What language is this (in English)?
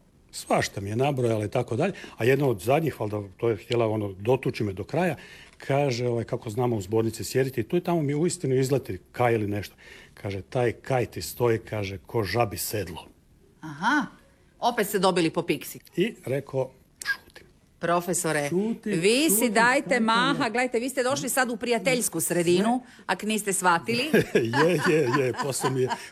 Croatian